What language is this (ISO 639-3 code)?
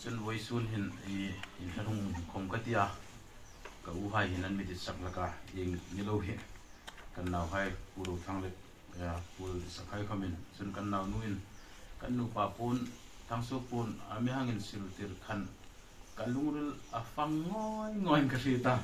hmr